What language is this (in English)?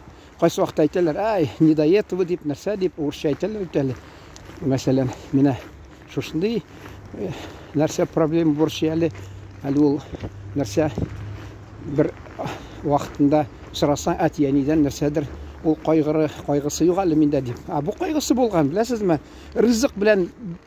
Tatar